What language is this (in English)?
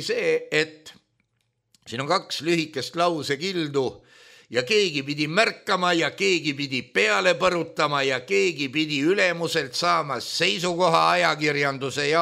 Estonian